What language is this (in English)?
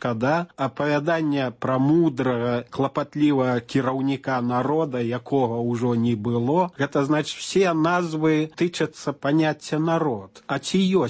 Belarusian